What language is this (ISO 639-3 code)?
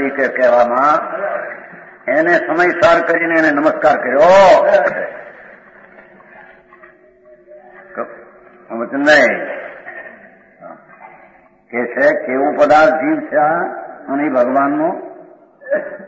guj